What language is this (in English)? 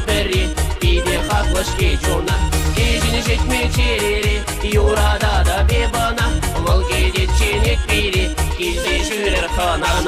Chuvash